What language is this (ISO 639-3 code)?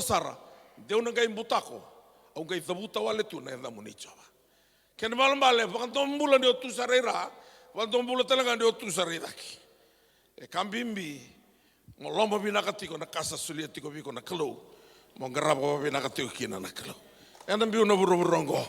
fij